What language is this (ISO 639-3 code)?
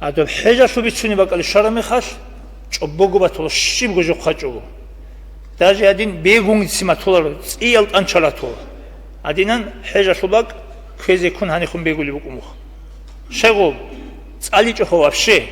ava